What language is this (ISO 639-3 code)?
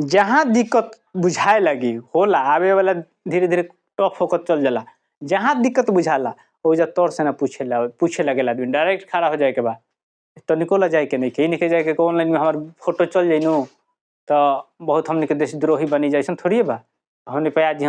bho